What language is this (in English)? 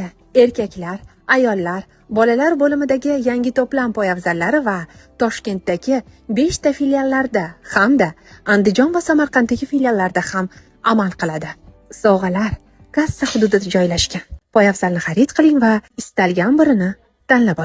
Uzbek